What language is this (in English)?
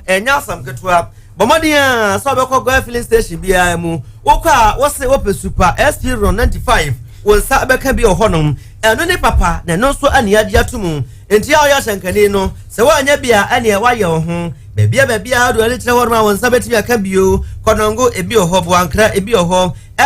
Akan